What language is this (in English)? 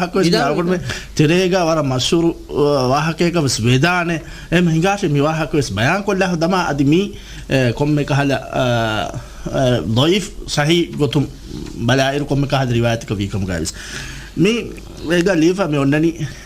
Divehi